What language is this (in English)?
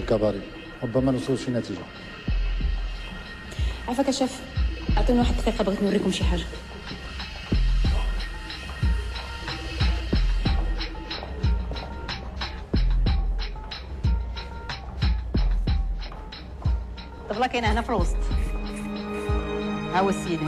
Moroccan Arabic